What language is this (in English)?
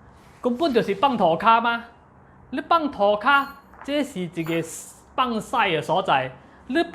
Min Nan Chinese